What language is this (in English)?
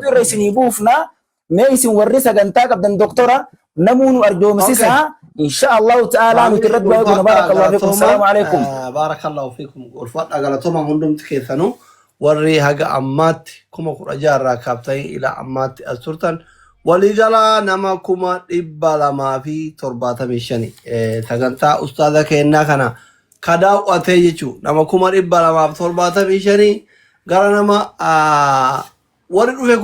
Oromo